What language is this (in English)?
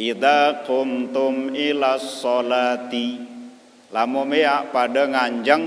Sasak